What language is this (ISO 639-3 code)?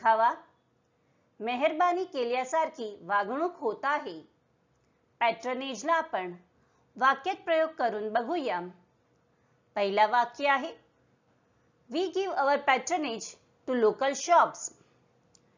mar